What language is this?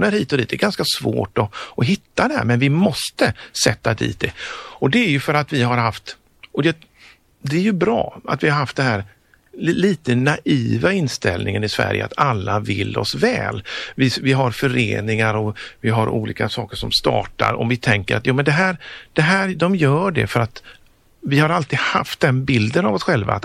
Swedish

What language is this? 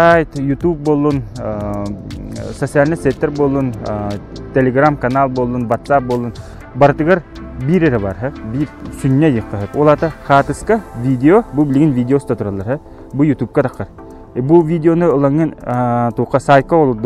Yakut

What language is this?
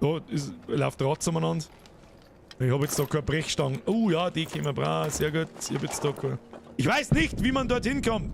Bavarian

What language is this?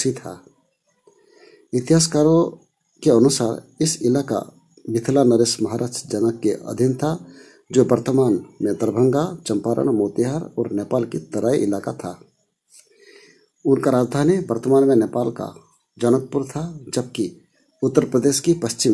Hindi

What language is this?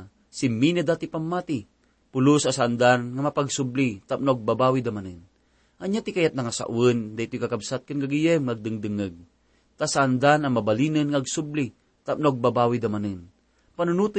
Iloko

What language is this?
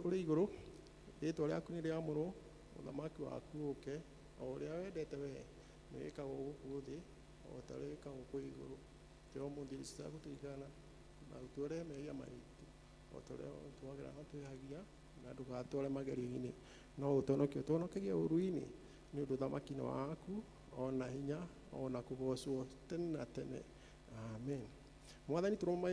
Kikuyu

